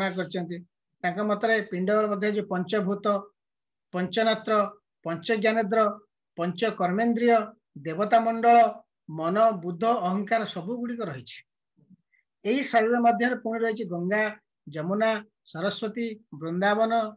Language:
Odia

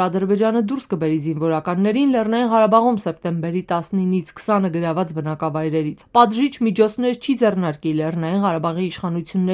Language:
Armenian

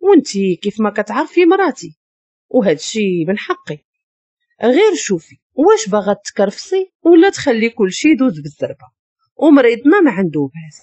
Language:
Moroccan Arabic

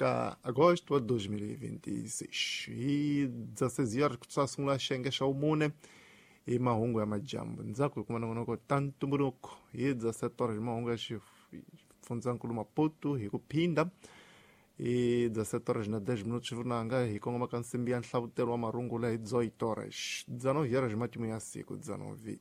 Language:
Tsonga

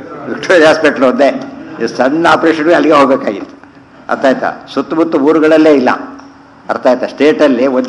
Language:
Kannada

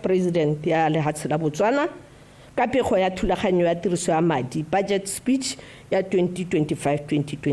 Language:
Tswana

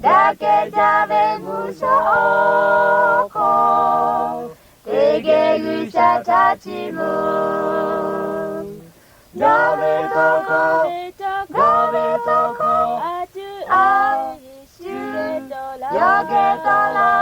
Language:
Lahu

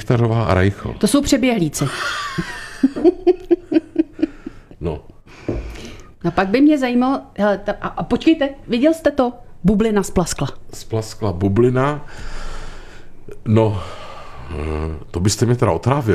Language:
Czech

